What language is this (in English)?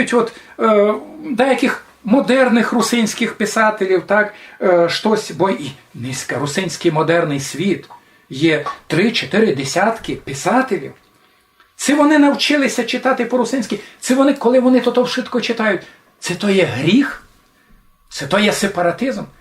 Rusyn